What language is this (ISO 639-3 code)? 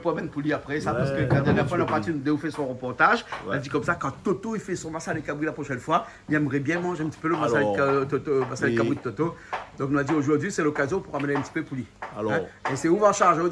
rcf